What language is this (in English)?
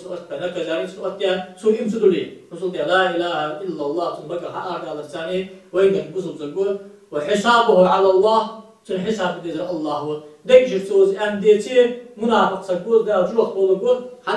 Ingush